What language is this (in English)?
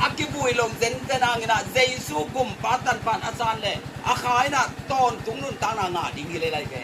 Tedim Chin